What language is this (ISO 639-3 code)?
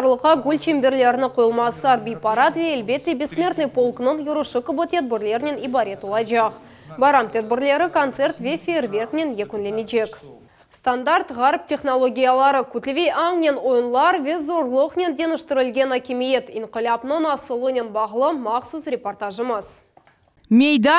crh